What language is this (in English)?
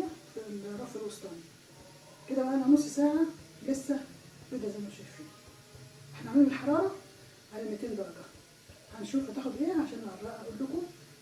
Egyptian Arabic